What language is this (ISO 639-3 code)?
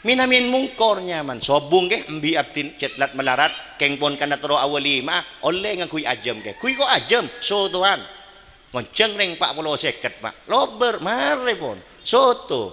mad